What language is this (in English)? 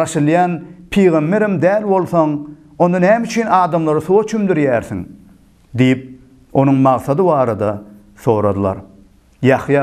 Turkmen